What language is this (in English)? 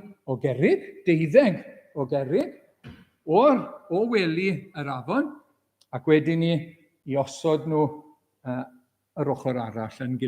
Welsh